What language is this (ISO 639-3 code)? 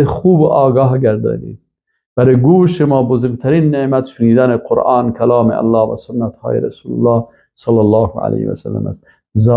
fas